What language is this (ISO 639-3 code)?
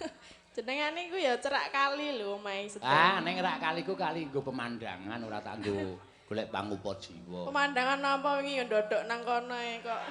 jav